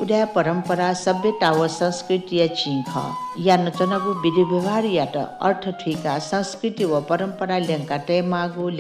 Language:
Newari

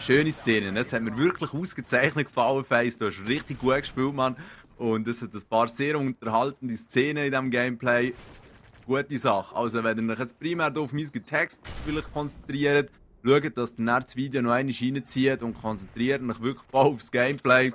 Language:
Swiss German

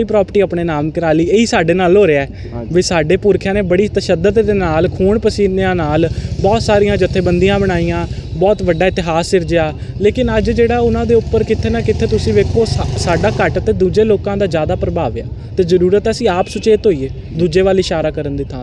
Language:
Punjabi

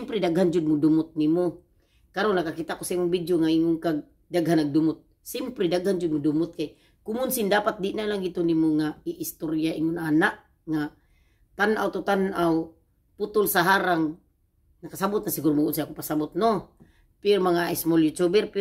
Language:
Cebuano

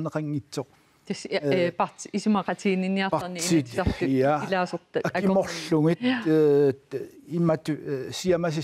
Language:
Kalaallisut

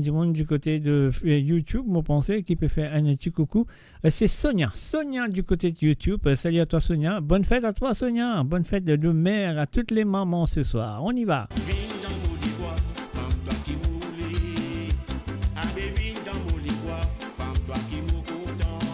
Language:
Morisyen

